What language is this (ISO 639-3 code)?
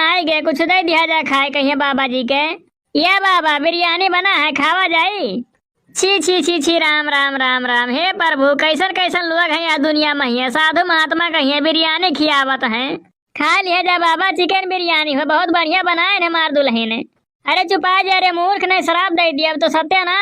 awa